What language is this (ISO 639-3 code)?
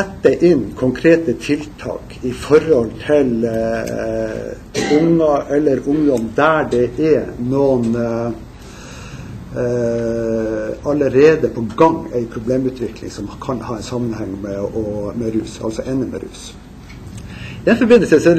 nor